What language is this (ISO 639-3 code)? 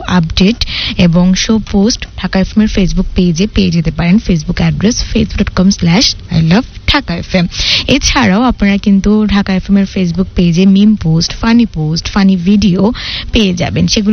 ben